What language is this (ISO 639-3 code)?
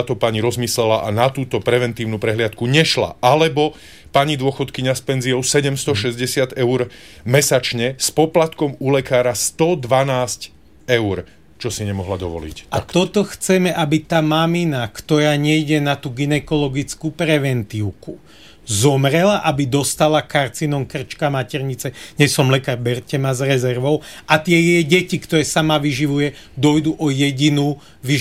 slk